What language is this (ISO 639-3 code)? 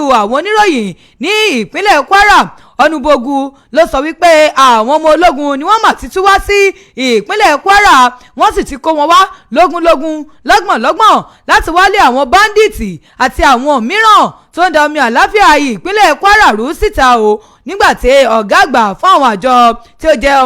yor